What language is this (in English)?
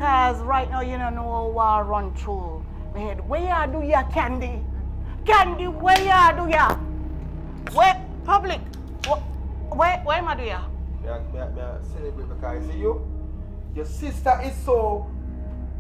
Jamaican Creole English